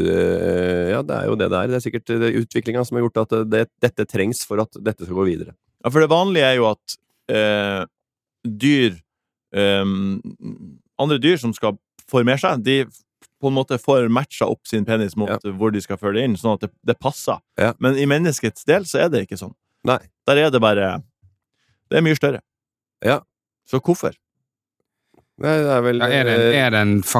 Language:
Norwegian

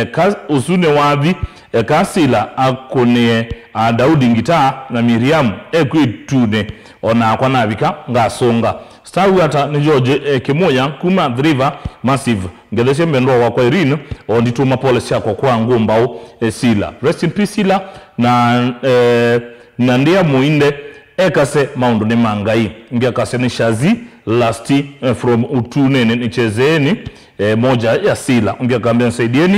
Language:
Kamba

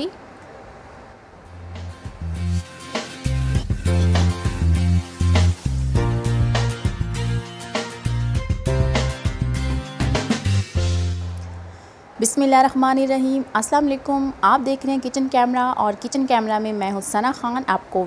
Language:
Hindi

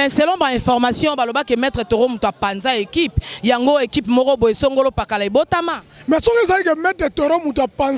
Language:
Lingala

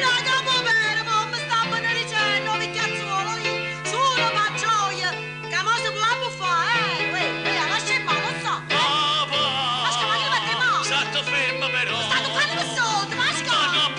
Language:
Neapolitan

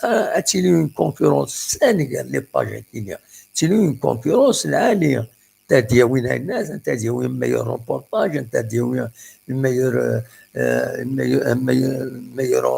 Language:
Kabyle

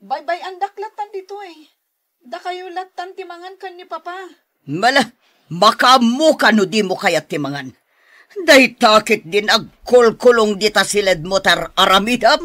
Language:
Iloko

